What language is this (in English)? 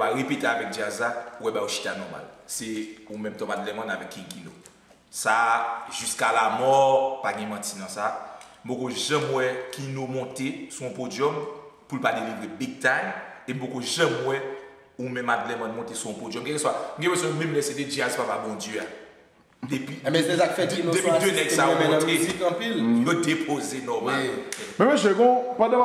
Haitian Creole